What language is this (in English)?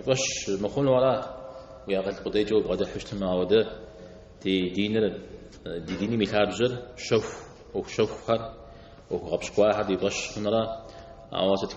Kabardian